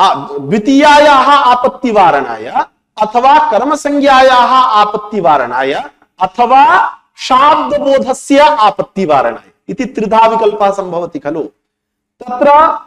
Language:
Sanskrit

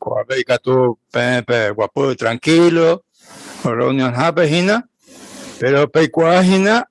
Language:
Guarani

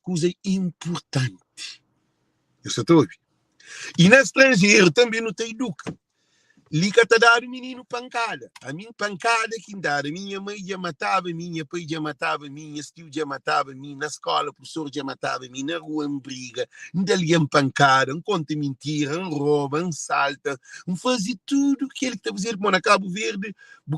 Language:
Kabuverdianu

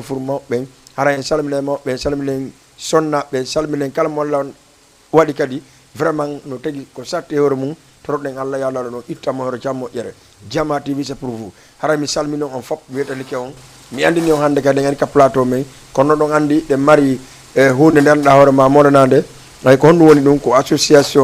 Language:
Fula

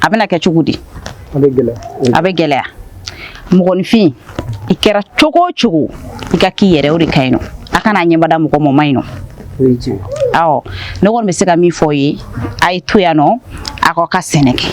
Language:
Bambara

